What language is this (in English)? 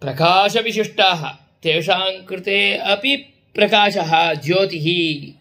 Sanskrit